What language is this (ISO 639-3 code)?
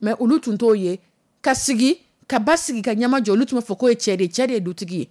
dyu